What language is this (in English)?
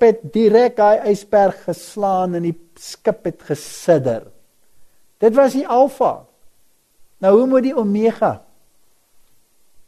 Afrikaans